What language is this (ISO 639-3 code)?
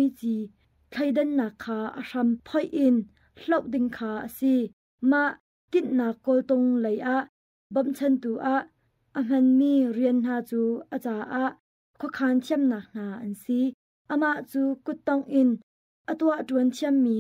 cnh